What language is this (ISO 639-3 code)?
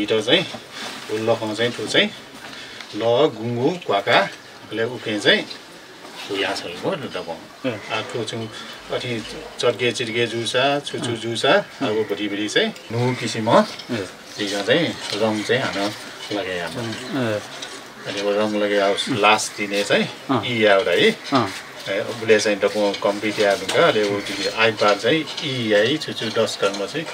new